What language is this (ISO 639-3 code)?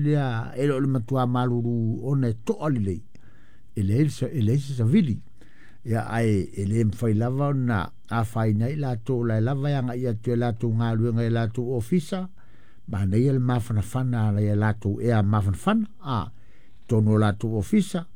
smo